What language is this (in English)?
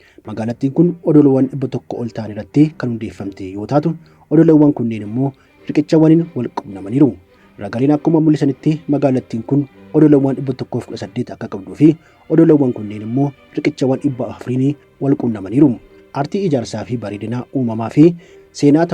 Oromo